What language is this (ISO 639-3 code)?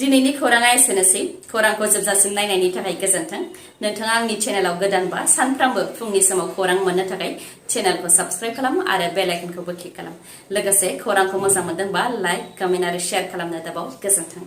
brx